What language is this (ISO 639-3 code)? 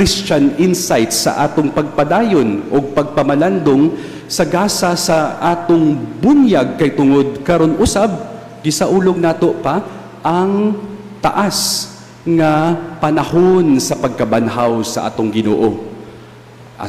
ceb